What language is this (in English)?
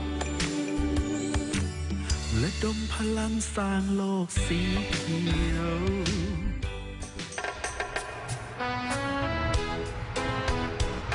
Thai